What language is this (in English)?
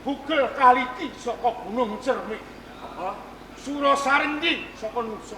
Javanese